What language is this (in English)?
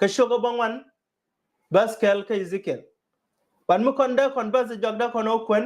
Nuer